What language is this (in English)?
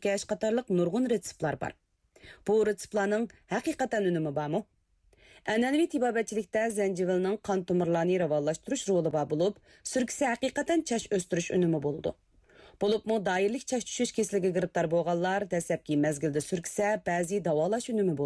Uyghur